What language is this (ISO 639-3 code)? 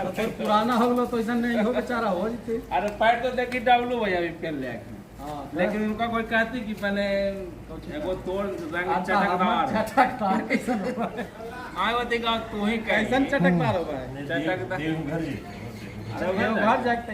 mag